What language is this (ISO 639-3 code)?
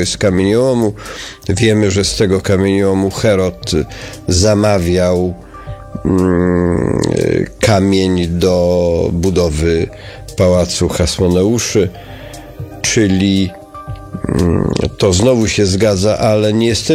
pol